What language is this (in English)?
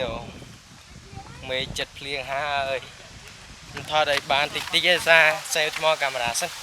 Khmer